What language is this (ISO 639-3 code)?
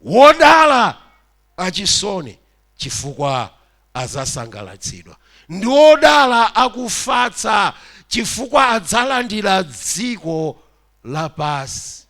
nya